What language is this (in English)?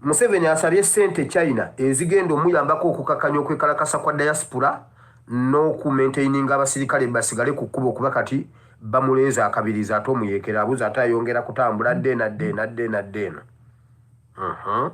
Ganda